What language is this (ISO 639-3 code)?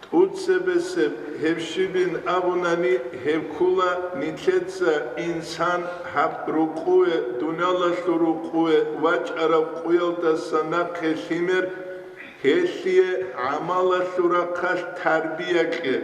ava